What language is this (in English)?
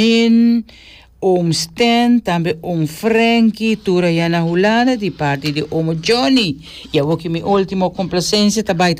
Papiamento